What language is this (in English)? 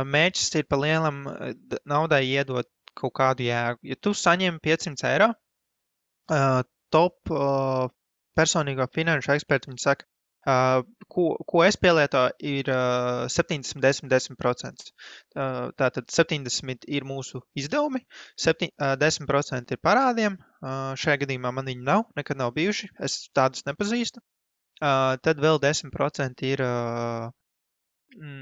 Latvian